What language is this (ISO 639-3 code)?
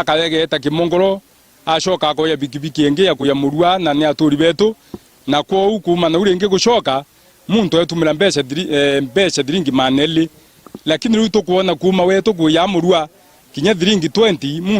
mer